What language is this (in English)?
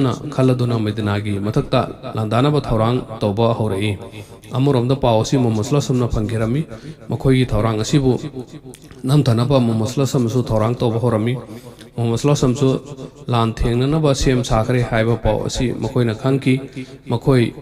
Manipuri